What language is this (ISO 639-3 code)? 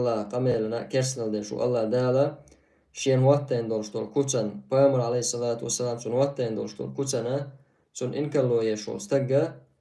che